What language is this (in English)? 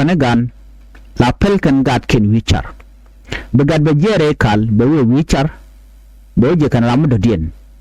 Nuer